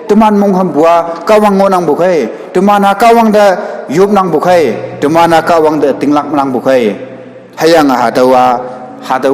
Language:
Konyak Naga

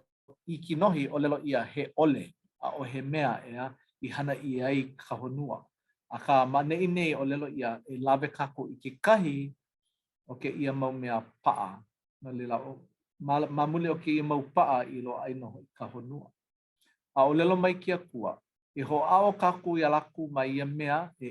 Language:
Hawaiian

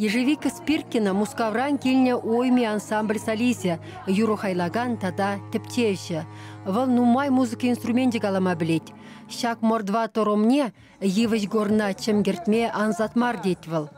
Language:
Chuvash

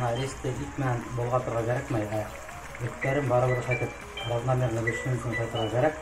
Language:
Bashkir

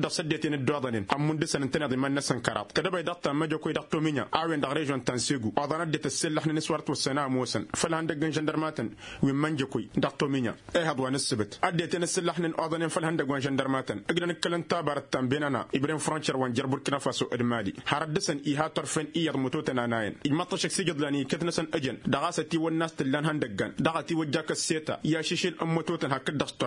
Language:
Tamasheq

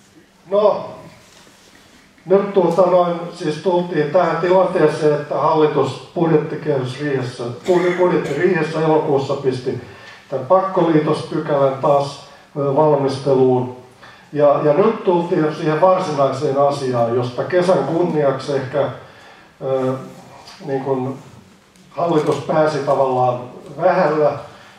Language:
Finnish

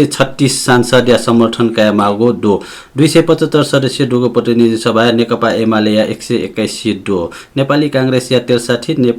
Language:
Newari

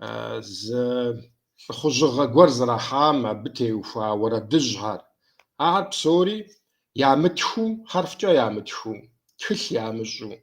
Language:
Kabardian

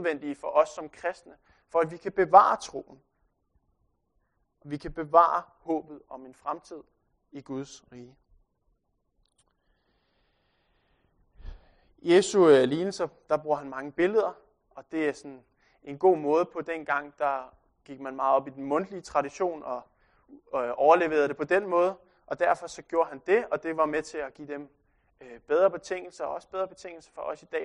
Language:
Danish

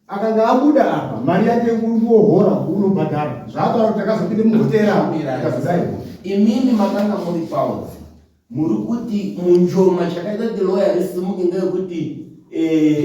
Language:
Shona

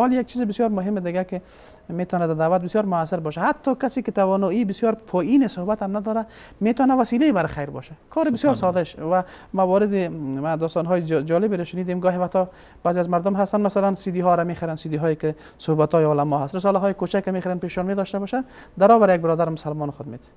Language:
Persian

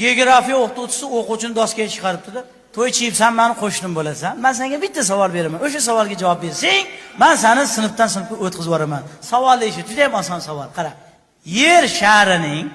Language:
Uzbek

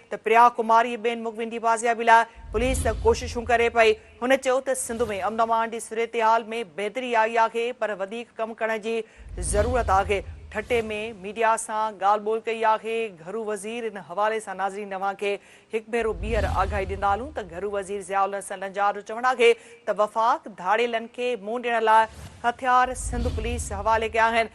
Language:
Sindhi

